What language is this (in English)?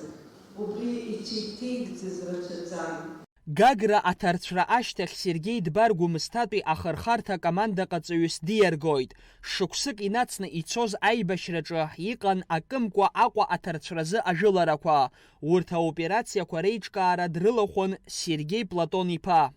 Abkhazian